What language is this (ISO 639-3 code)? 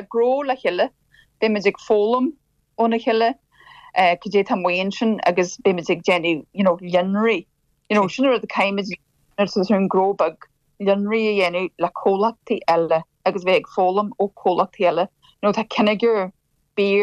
gle